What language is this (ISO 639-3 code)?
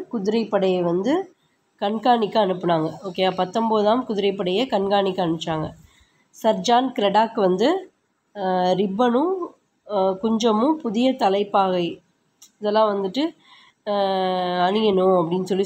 tam